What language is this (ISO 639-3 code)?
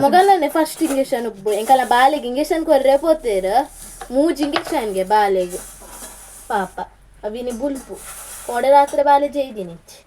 tcy